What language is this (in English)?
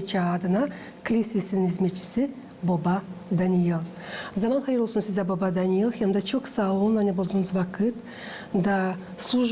Gagauz